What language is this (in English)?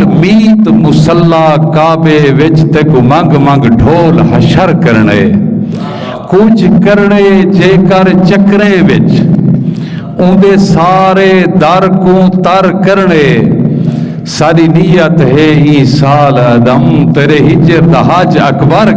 Saraiki